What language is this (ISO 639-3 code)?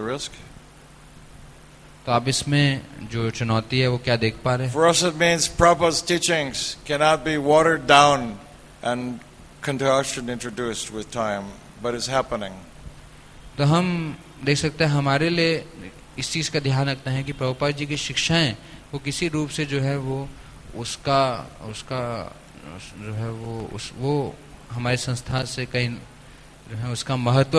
hin